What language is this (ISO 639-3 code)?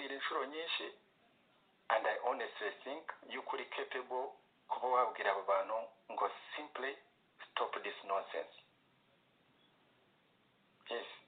kin